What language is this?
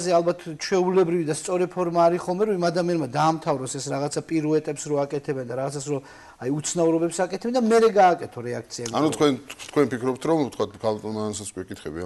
Georgian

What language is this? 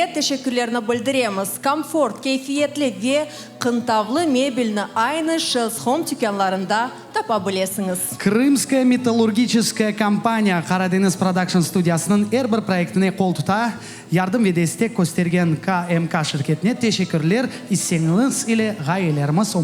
Crimean Tatar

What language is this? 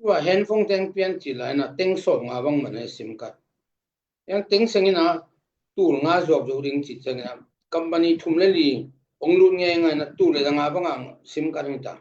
Tedim Chin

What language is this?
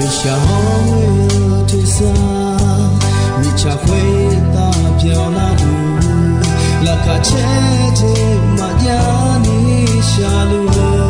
Akha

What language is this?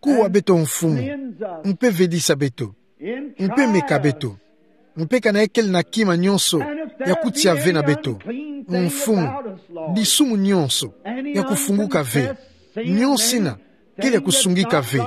Kituba (Democratic Republic of Congo)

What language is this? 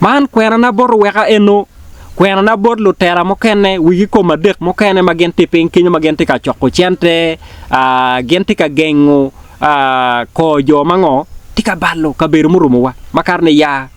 Acoli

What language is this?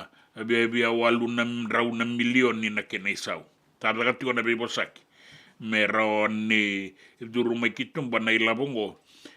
Fijian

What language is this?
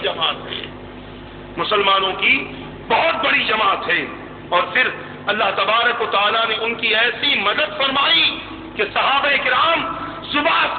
Urdu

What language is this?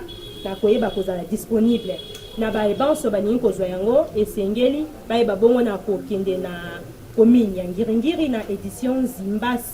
Lingala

